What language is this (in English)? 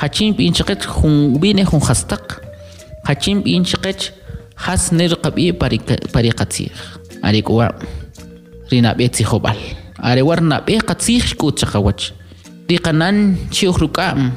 Kʼicheʼ